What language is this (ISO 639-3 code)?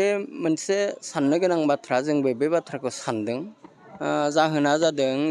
brx